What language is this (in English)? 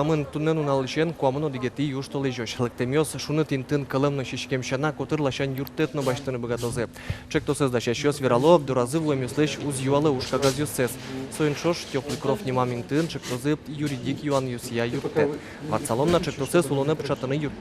Udmurt